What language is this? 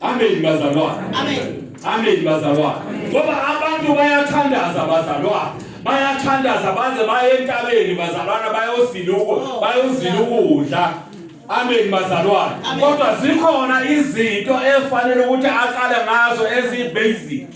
Zulu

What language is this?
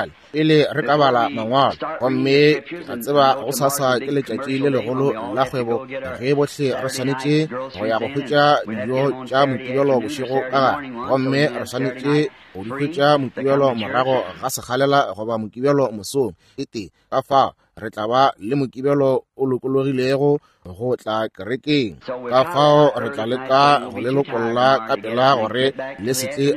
Northern Sotho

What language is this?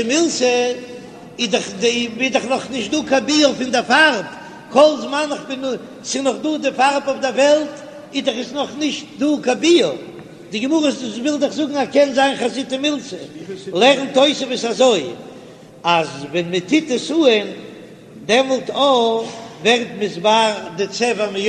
Yiddish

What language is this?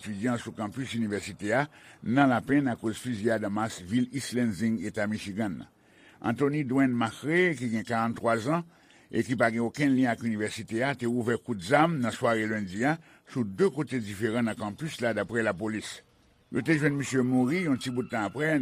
Haitian Creole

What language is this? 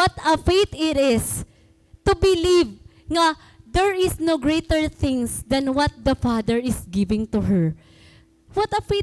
Waray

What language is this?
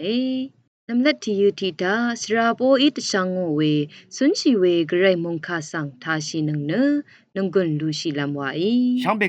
Rawang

